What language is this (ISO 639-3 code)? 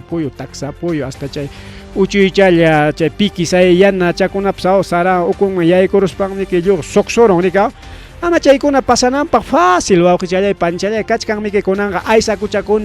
quy